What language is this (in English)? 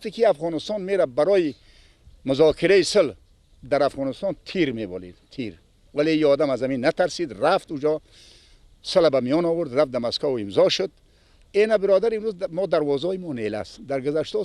Persian